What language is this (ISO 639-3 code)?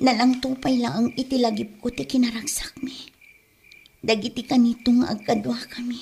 ilo